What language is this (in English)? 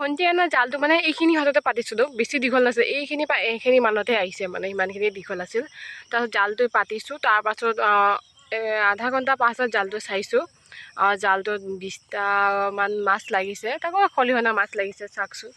Assamese